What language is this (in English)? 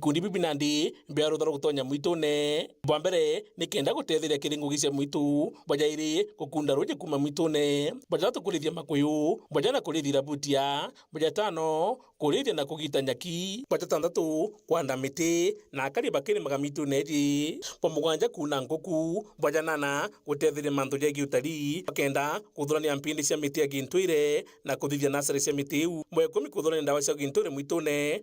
Meru